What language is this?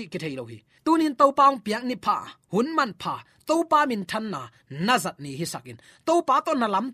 Tedim Chin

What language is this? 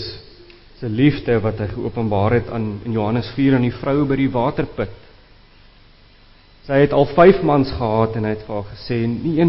Afrikaans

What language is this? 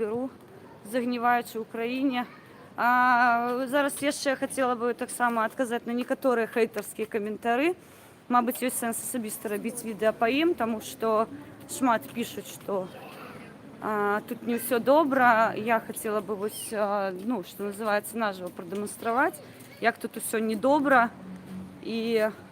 Belarusian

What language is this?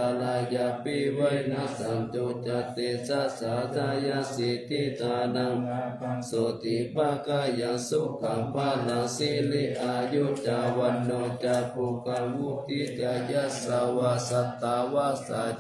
Pali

